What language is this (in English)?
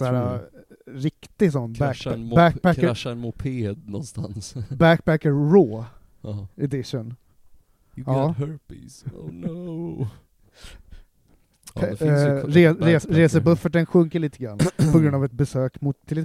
Swedish